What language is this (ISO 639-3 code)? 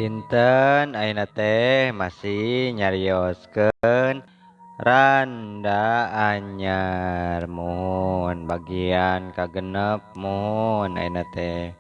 sun